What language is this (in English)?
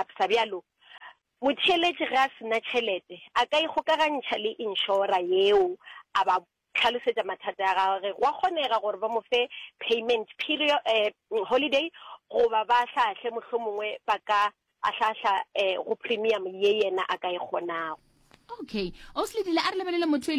Northern Sotho